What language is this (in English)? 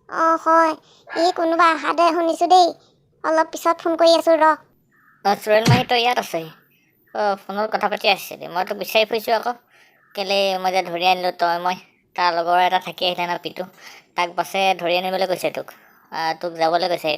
Assamese